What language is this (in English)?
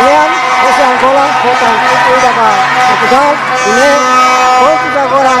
Tetum